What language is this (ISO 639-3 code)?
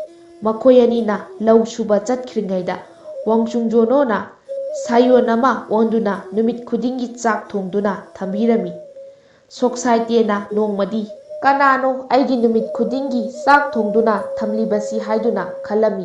mni